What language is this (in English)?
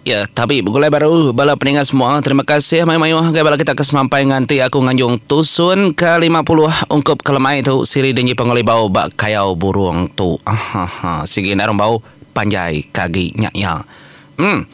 Iban